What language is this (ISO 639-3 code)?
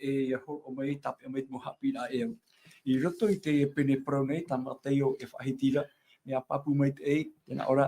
tah